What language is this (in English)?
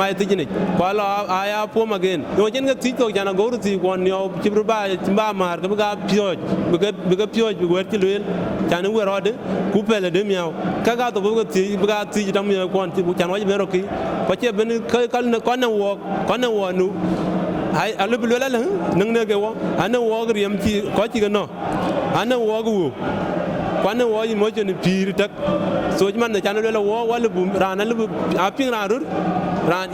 Dinka